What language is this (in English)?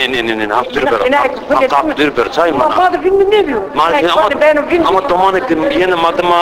Zaza